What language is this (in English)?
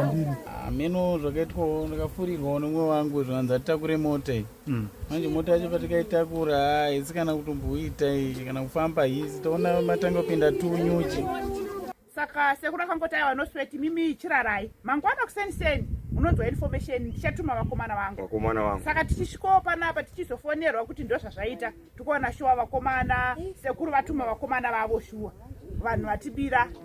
Shona